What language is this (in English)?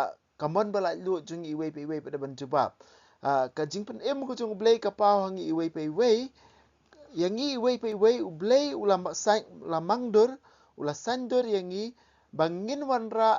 Khasi